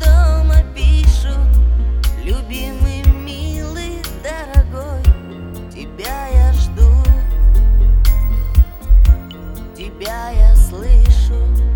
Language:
Russian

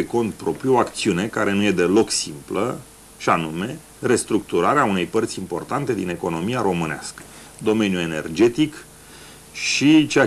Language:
Romanian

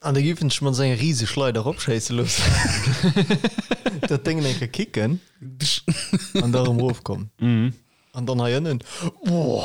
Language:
Luxembourgish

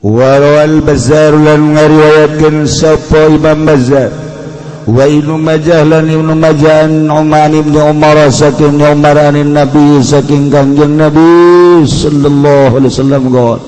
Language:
Sundanese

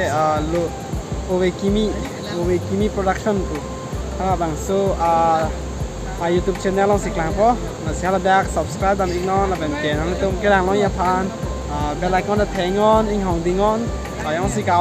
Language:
Karbi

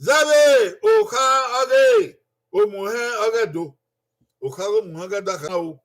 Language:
Bini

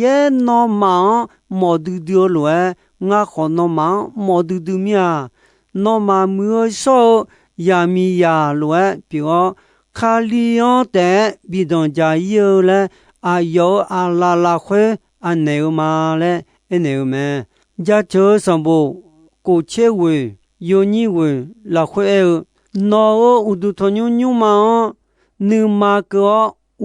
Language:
Akha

